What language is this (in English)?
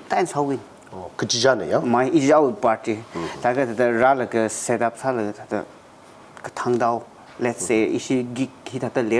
Tangkhul Naga (India)